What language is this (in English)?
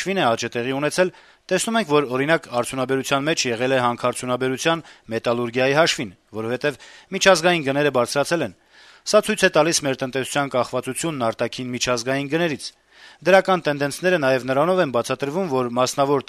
Armenian